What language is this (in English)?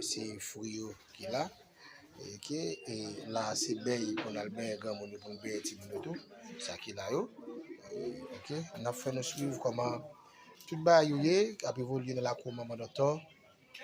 Haitian Creole